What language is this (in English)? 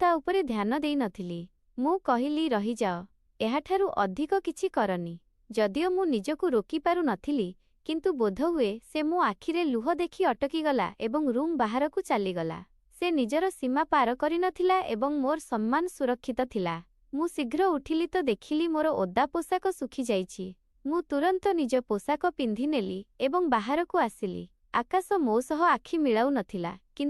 Odia